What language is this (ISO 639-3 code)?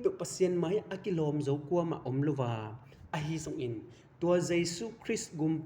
ctd